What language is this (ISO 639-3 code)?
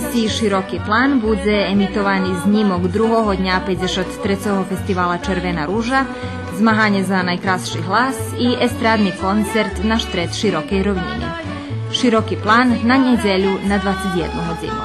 rue